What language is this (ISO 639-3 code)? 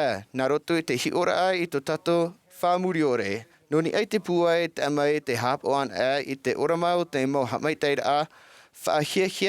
tah